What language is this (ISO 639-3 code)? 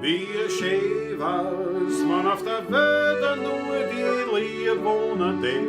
bar